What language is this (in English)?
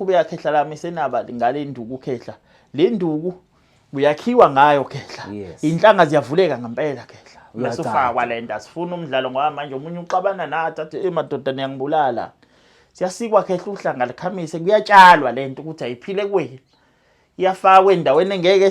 Zulu